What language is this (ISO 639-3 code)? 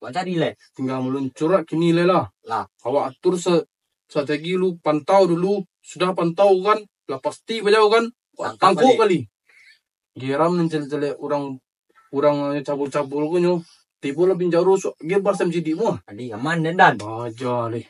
min